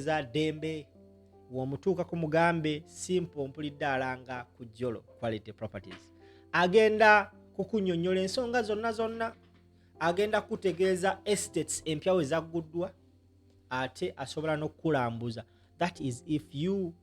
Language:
Ganda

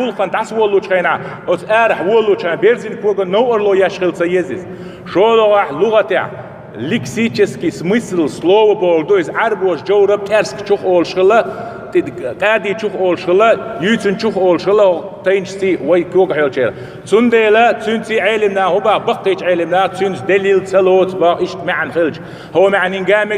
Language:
Chechen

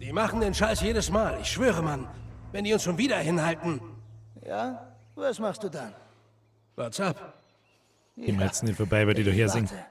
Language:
Bavarian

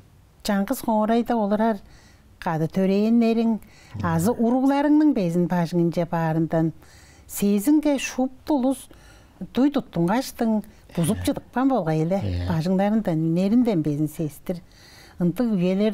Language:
Tuvinian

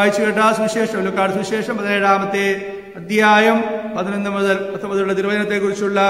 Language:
Malayalam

